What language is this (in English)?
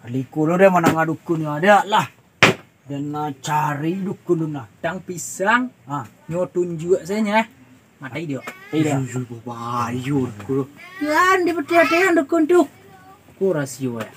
Minangkabau